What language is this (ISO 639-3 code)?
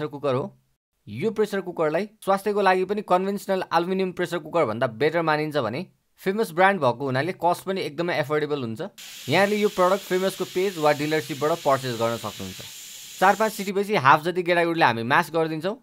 nep